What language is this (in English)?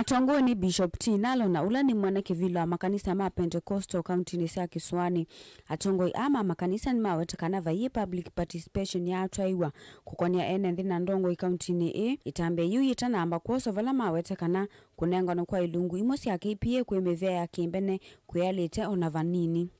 Kamba